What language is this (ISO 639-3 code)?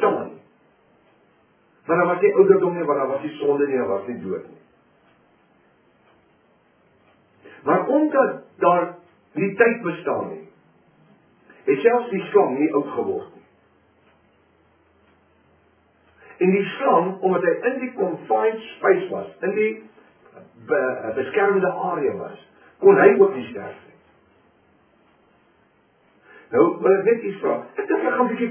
afr